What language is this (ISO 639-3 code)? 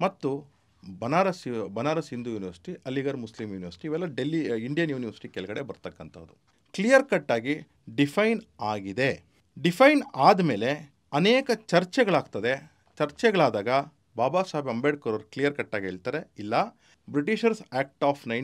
kan